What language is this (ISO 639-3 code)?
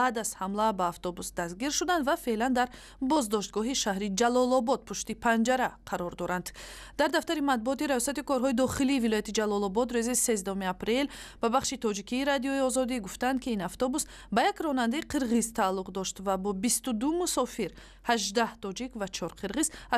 tgk